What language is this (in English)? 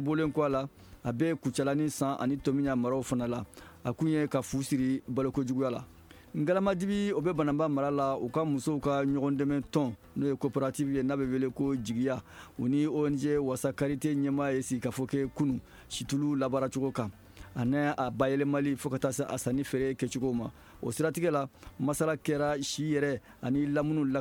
Bambara